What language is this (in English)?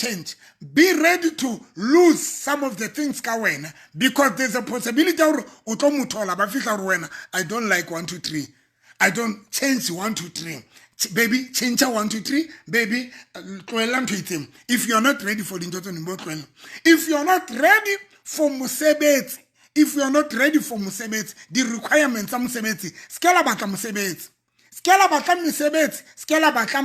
Southern Sotho